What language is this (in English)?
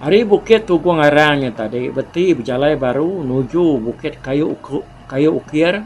Iban